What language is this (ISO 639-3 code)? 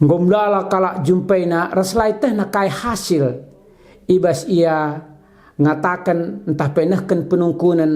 btx